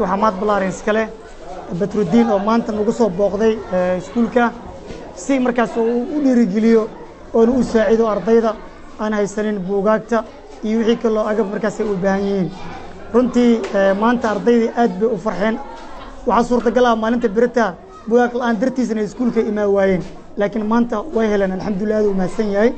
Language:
Somali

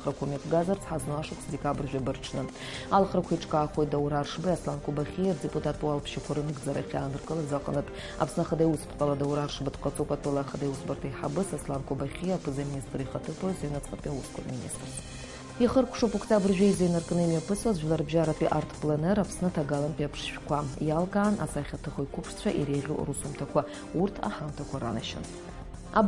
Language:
Abkhazian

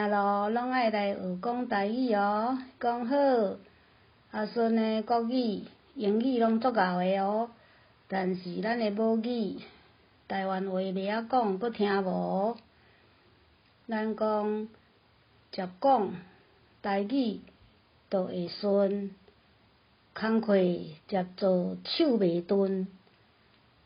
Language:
Min Nan Chinese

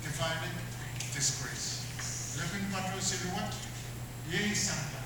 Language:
Pohnpeian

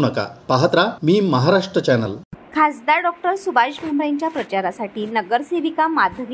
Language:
Marathi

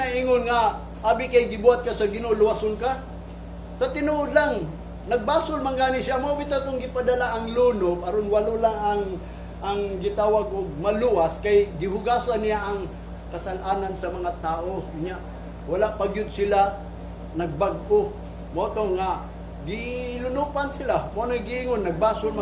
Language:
Cebuano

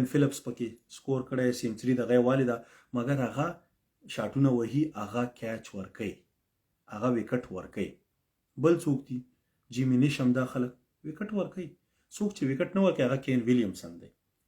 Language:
Pashto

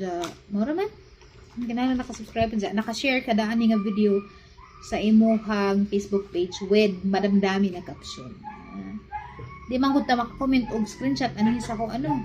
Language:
Cebuano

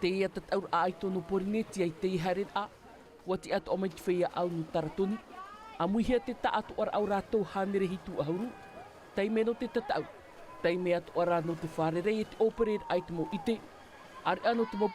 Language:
Tahitian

